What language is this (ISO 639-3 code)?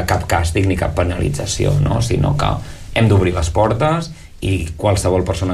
cat